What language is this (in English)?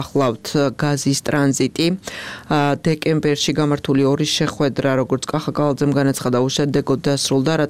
Georgian